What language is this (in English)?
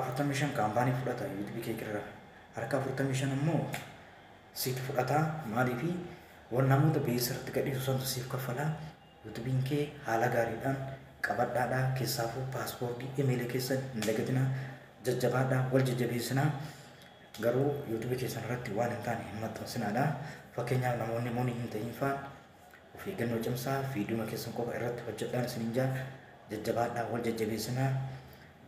Oromo